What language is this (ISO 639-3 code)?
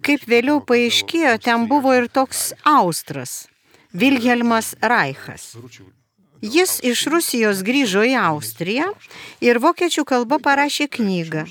lit